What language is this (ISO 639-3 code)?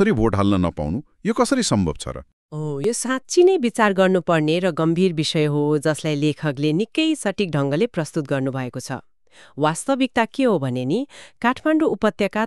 nep